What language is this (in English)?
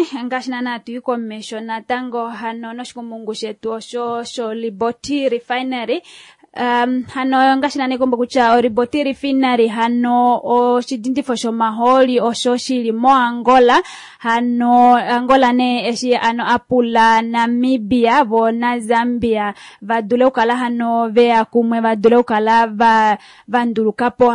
Kuanyama